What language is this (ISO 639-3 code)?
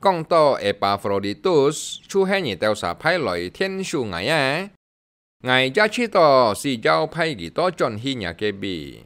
hak